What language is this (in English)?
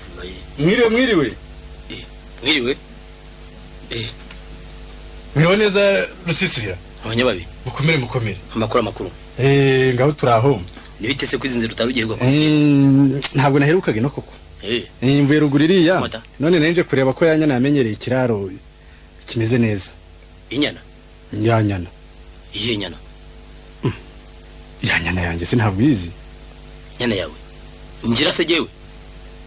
Kinyarwanda